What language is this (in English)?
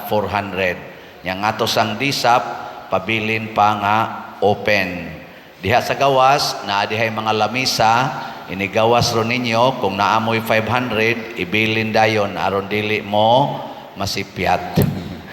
Cebuano